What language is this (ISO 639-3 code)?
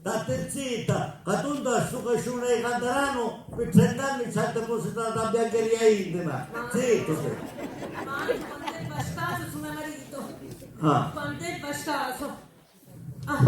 scn